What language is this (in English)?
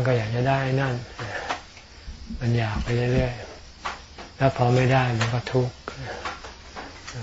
Thai